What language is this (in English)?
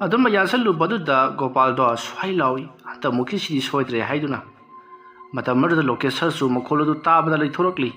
Manipuri